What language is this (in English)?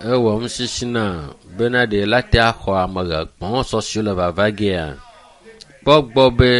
Ewe